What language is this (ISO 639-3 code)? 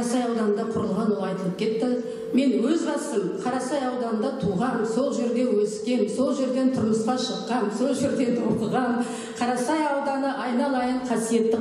kaz